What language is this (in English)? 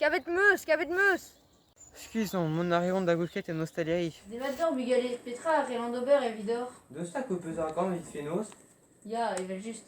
Breton